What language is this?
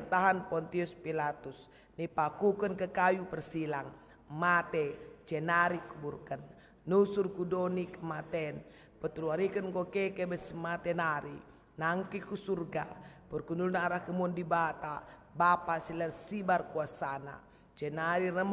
Batak Karo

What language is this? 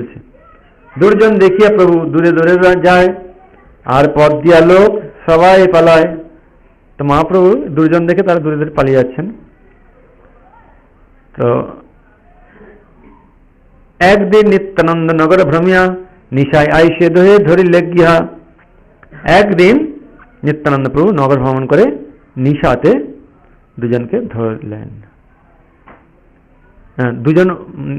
Bangla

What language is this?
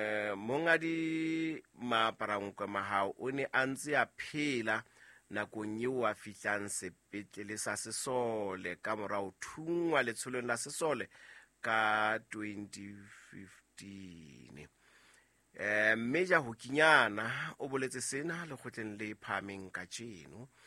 Southern Sotho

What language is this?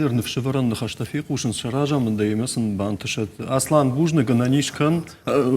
Ossetic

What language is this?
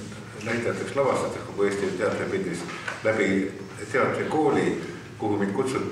Estonian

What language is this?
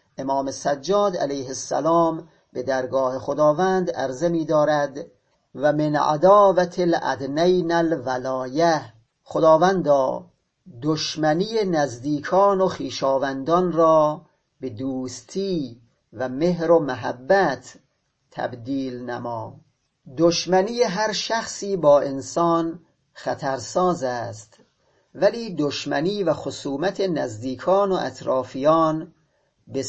Persian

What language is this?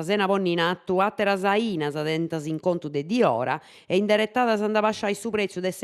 Sardinian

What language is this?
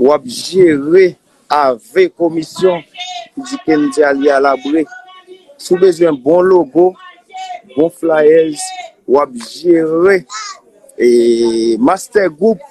Haitian Creole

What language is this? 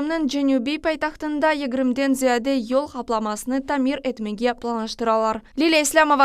Crimean Tatar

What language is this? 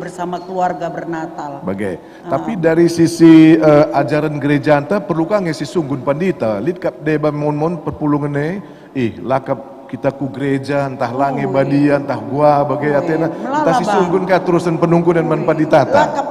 Batak Karo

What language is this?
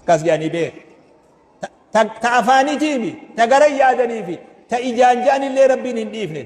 Oromo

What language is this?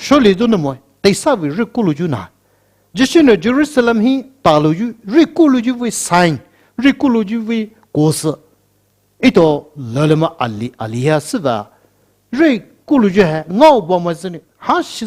Poumei Naga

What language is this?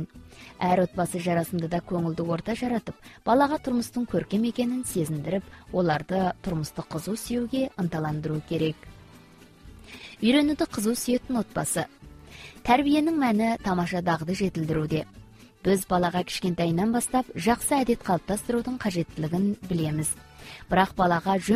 Kazakh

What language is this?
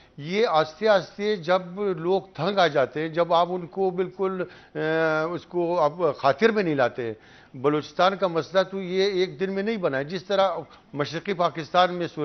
Urdu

